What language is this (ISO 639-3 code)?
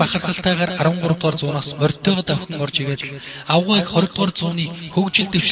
mon